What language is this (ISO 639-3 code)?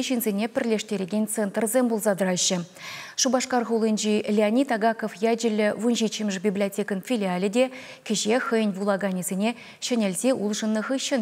chv